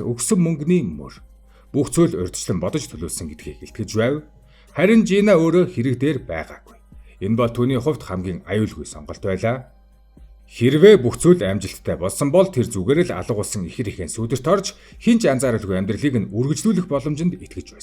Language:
Mongolian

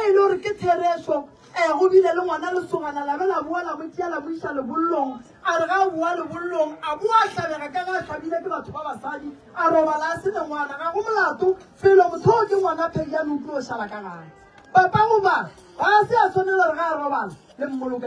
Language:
Northern Sotho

